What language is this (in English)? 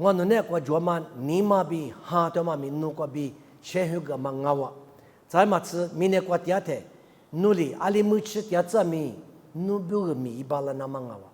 Lisu